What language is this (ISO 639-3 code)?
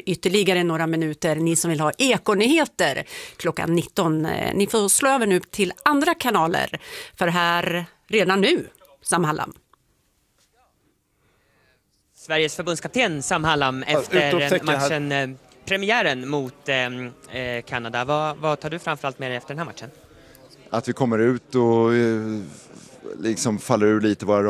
swe